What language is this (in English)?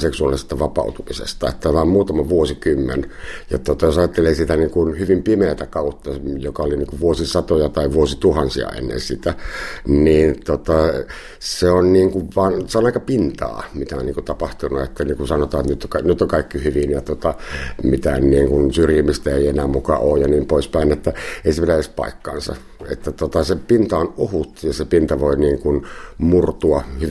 Finnish